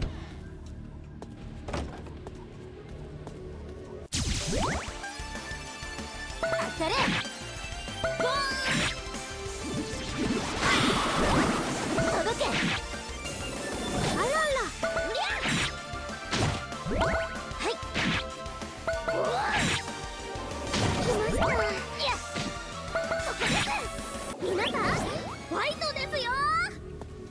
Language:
Japanese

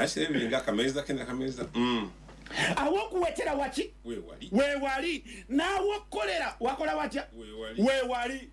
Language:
Ganda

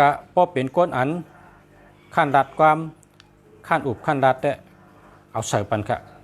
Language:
Shan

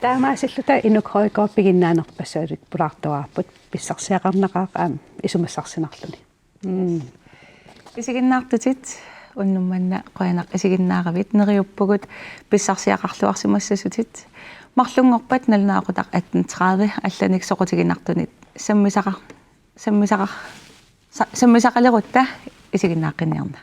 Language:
Kalaallisut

